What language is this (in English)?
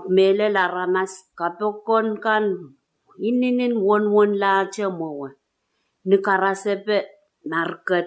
Pohnpeian